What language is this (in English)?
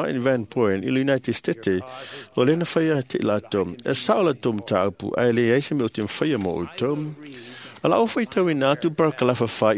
Samoan